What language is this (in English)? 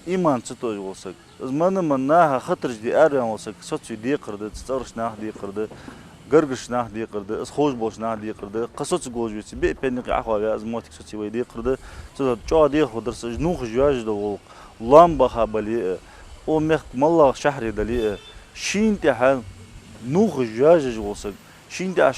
Ingush